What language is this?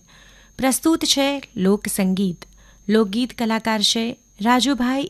Gujarati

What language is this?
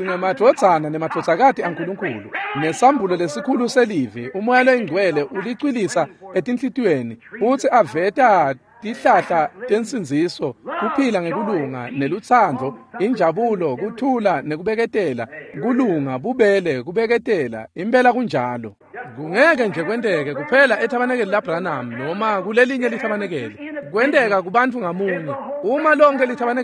Swati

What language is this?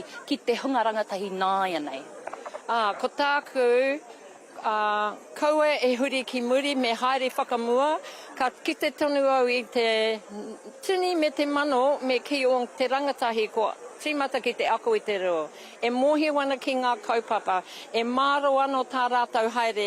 Māori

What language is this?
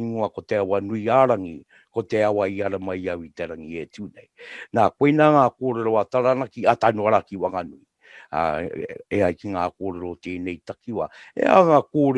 Māori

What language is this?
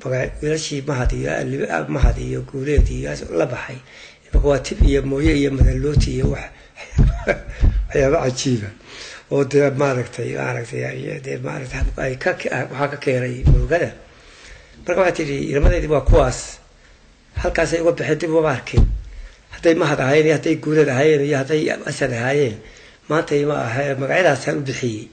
Somali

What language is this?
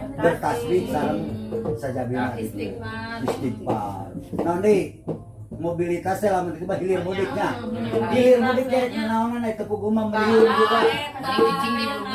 Sundanese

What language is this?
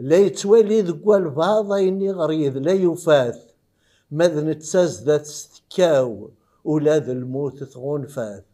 Kabyle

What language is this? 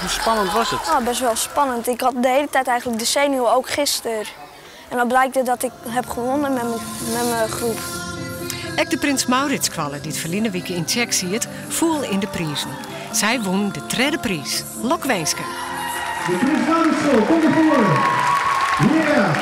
Western Frisian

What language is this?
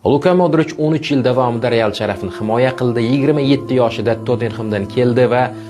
Uzbek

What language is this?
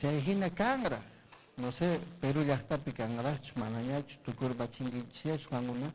Ayacucho Quechua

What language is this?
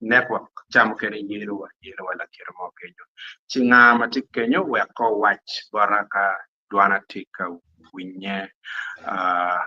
Acoli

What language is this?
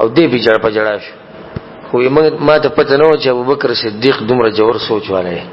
Pashto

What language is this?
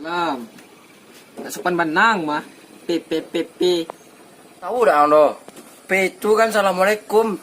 Minangkabau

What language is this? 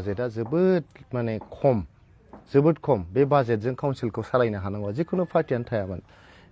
Bodo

